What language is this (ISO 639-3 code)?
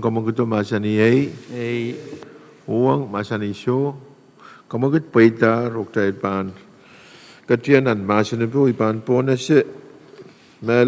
pon